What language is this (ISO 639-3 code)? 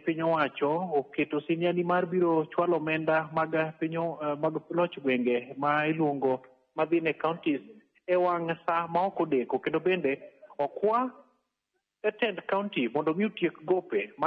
luo